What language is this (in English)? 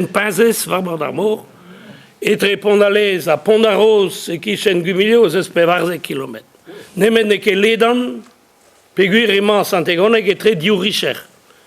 Breton